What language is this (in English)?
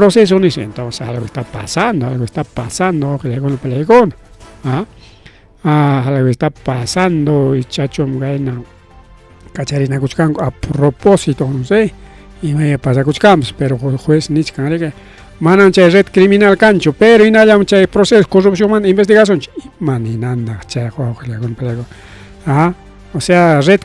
Ayacucho Quechua